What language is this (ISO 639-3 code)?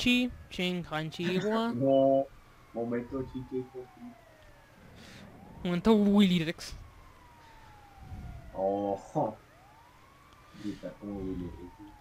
spa